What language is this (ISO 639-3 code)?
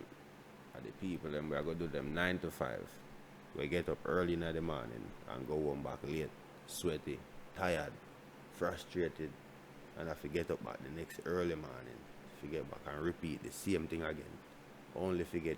jam